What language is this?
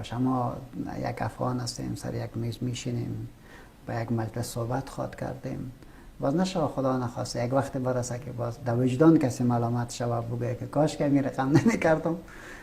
Persian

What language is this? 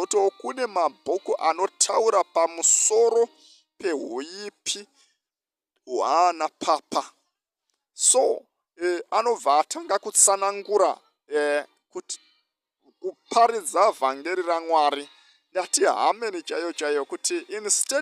Shona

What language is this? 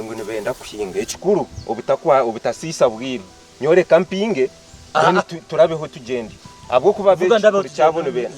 Nyankole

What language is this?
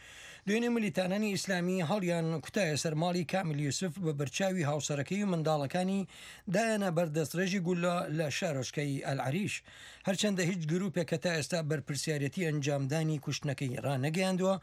Central Kurdish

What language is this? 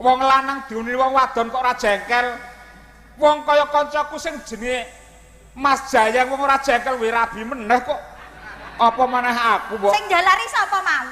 Javanese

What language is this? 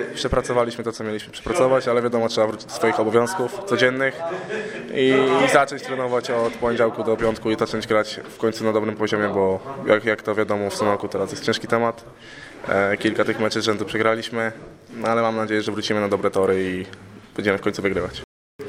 Polish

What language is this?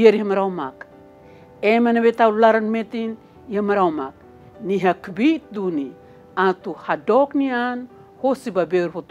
Tetum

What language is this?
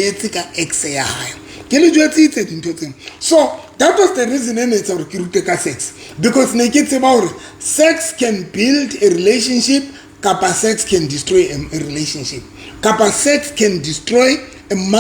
Southern Sotho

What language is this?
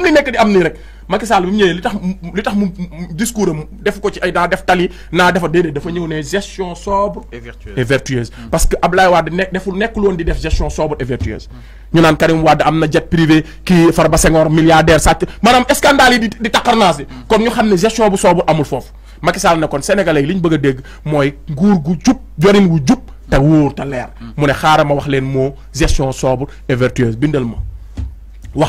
Wolof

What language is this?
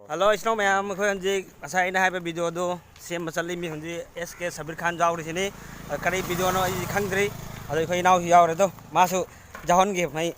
Manipuri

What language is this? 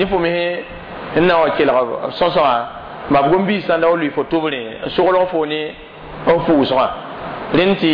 Mossi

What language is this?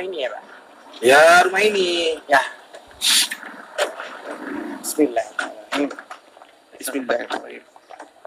Malay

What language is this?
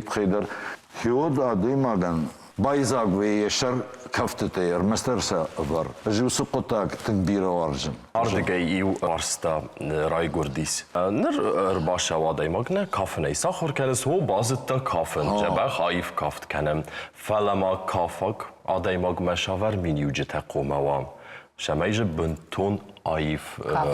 Ossetic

